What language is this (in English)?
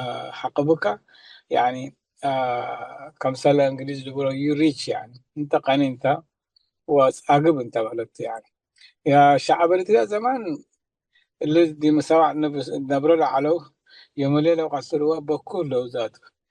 Tigre